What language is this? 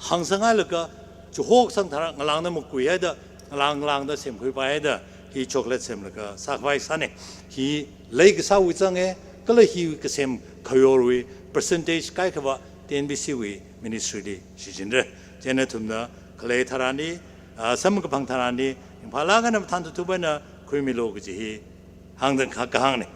Tangkhul Naga (India)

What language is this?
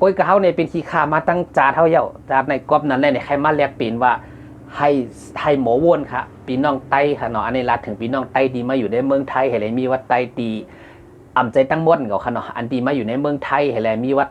Shan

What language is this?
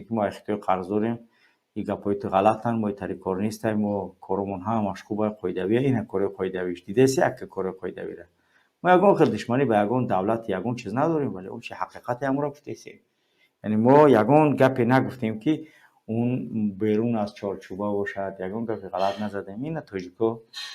Tajik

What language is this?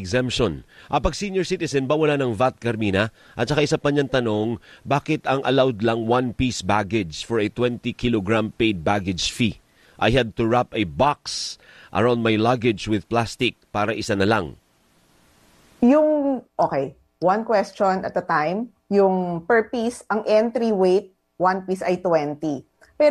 Filipino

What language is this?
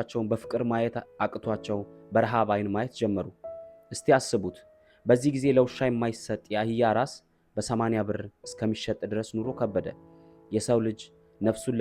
Amharic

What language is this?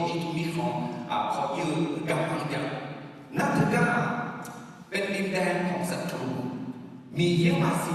Akha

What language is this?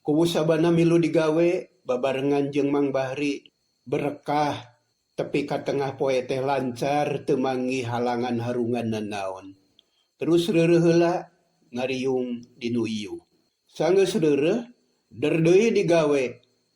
Sundanese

